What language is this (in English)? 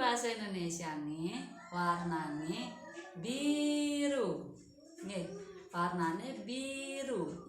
Balinese